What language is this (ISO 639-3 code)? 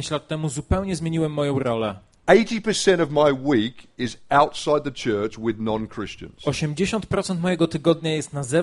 pol